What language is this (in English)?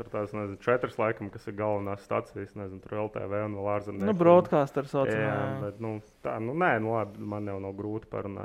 Latvian